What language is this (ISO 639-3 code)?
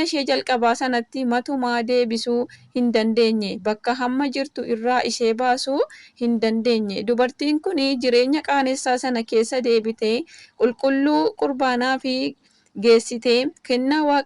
orm